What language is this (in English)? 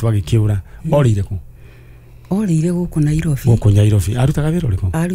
Kikuyu